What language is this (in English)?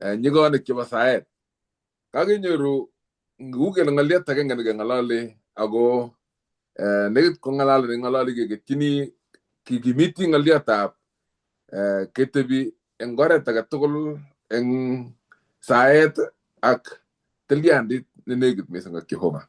Kalenjin